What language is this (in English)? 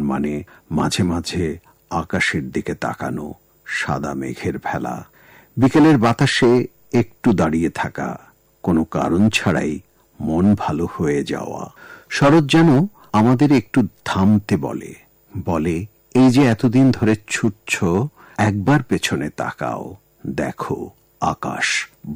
Bangla